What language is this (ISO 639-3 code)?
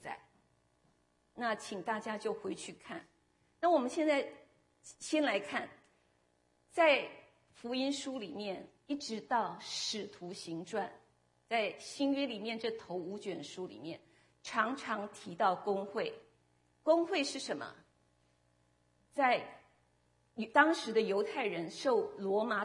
zho